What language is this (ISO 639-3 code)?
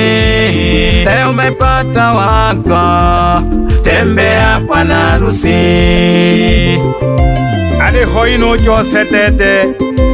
swa